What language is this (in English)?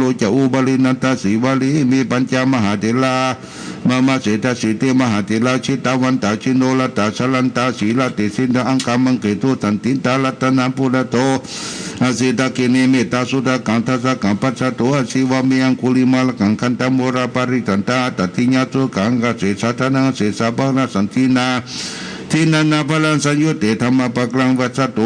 Pali